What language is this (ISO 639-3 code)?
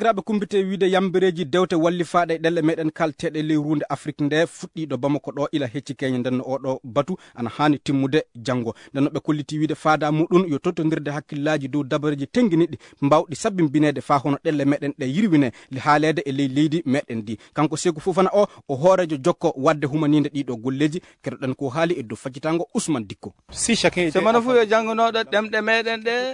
ful